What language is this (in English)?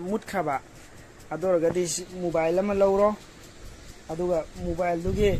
Manipuri